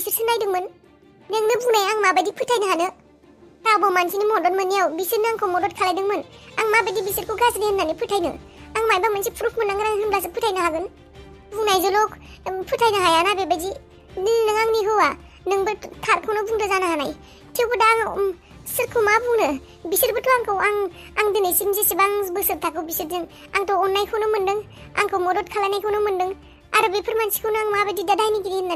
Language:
Bodo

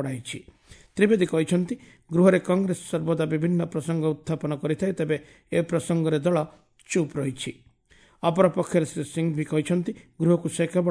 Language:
Odia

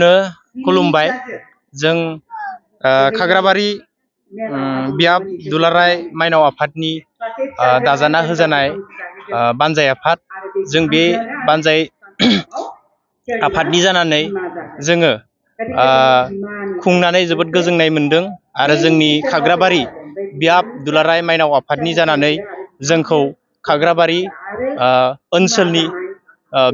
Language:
Bodo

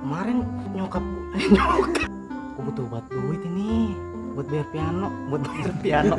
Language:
Betawi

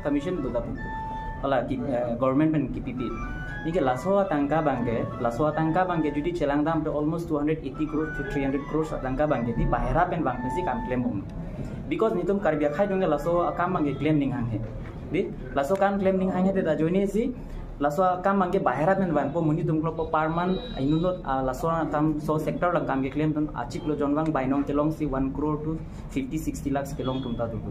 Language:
Karbi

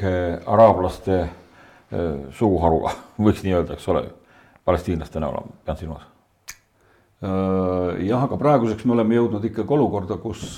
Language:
Estonian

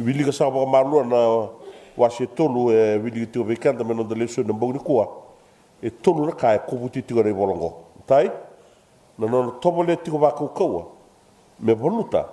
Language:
Fijian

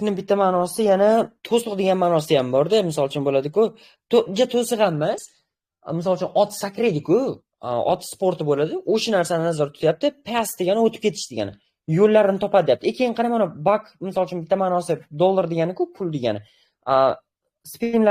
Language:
Uzbek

